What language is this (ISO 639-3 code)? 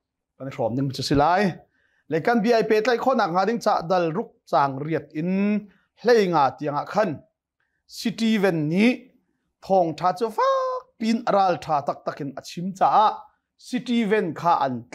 cnh